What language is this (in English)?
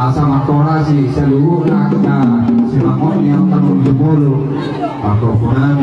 Batak Toba